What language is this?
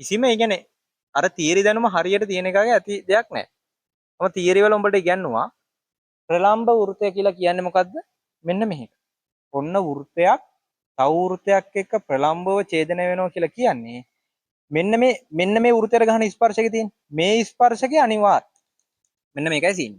Sinhala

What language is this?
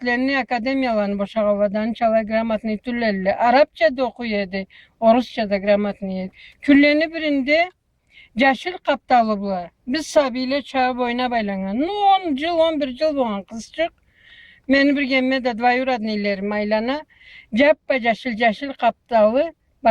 Karachay-Balkar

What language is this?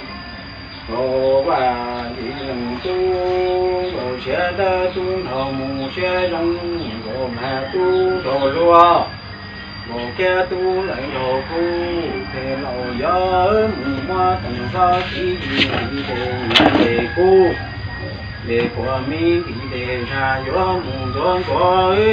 Hmong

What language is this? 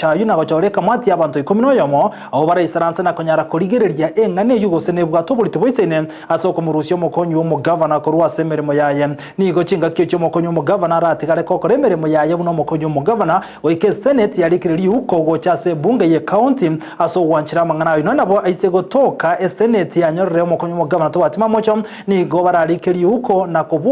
Gusii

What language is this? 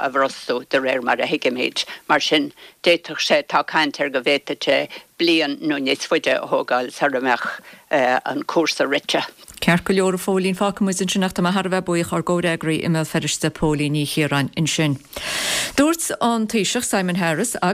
Irish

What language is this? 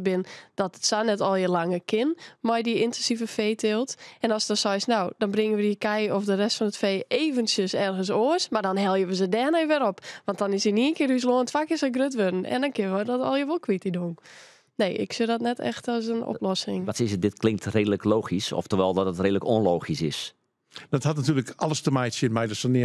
Western Frisian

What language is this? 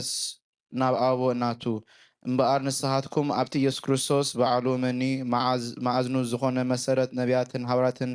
Tigrinya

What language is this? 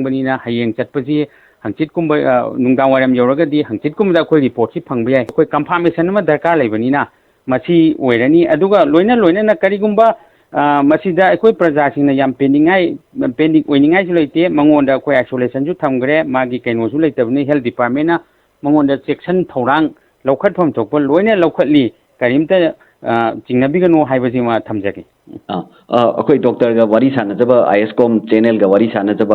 Manipuri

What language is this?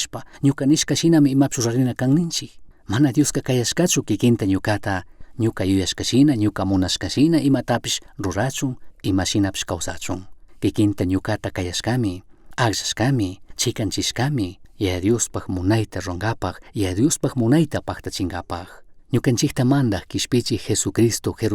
Chimborazo Highland Quichua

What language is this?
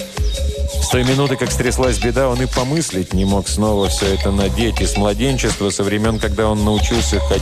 Russian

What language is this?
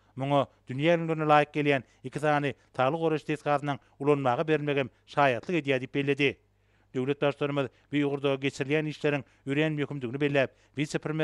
Turkmen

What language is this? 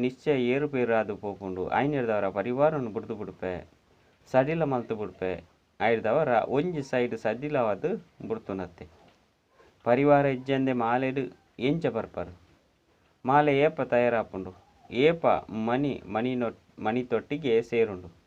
Tulu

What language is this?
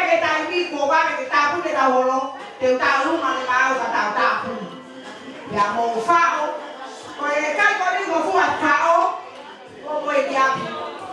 Tongan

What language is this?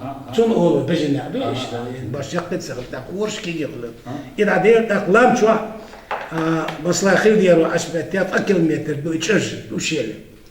Chechen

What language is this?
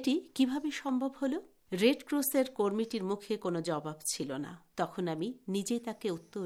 Bangla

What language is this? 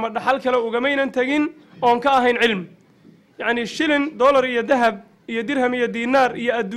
Somali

